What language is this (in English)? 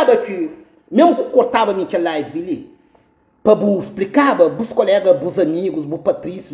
Kabuverdianu